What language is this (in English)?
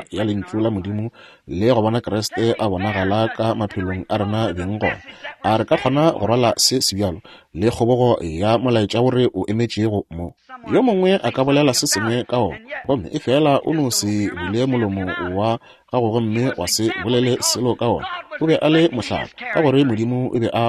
Northern Sotho